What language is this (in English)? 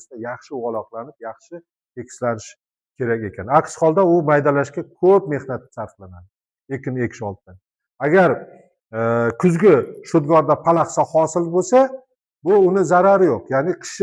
Uzbek